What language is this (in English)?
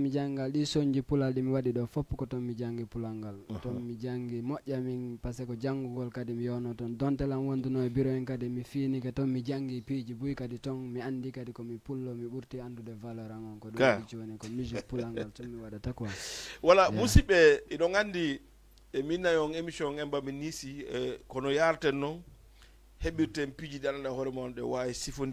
Fula